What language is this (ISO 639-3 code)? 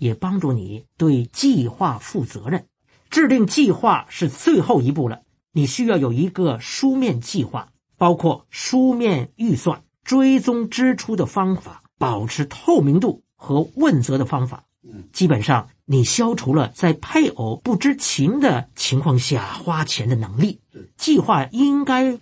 zho